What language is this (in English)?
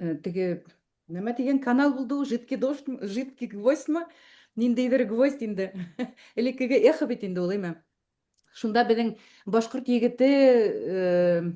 Bashkir